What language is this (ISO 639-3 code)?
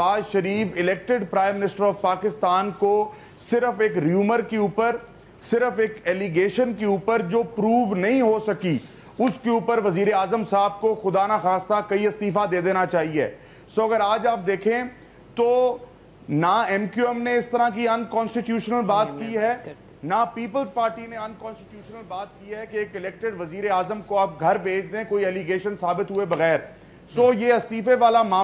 urd